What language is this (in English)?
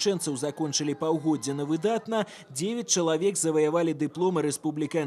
Belarusian